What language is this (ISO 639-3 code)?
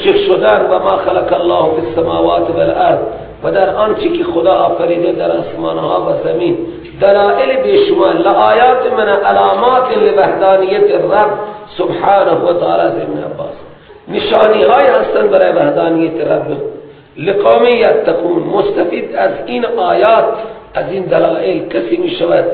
fas